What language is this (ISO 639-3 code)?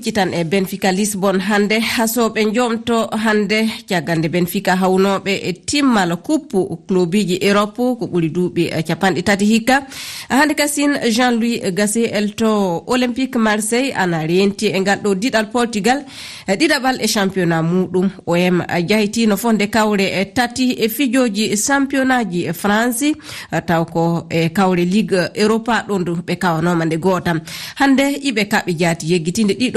ful